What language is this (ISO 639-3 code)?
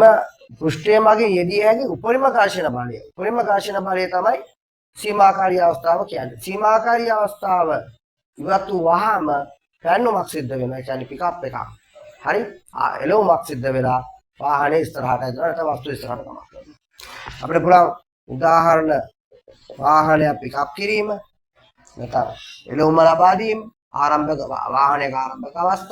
sin